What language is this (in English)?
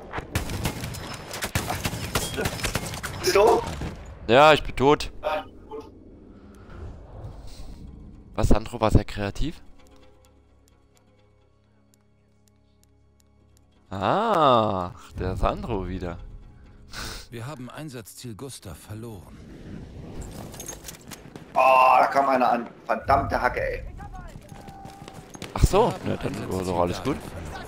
German